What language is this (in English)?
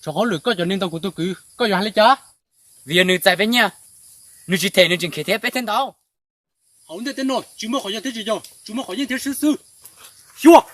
Hmong